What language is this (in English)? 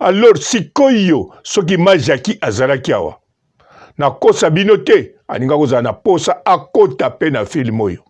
Lingala